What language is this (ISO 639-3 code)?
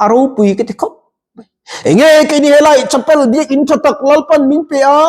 lus